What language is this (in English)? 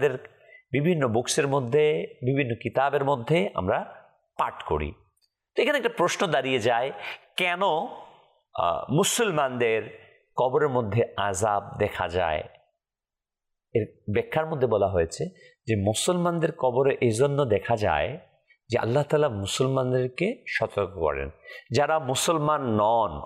Bangla